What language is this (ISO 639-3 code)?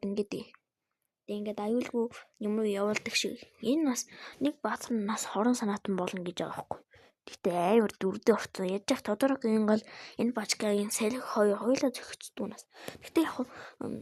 mon